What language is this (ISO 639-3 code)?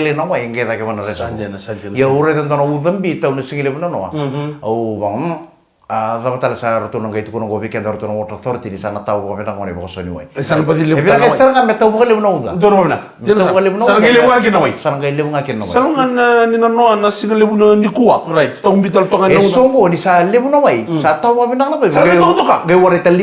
fij